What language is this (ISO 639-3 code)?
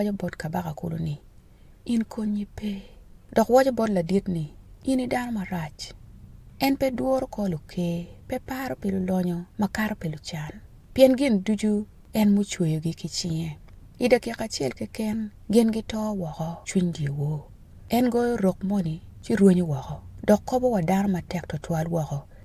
ach